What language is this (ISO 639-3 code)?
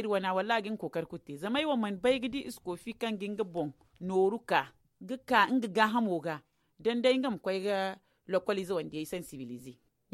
dje